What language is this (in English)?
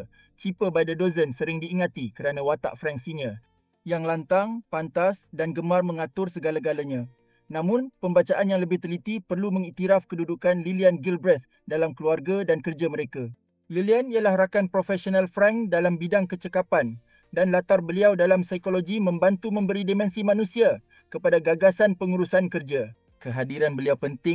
Malay